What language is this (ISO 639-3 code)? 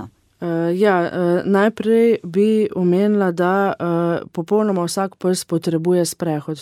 slv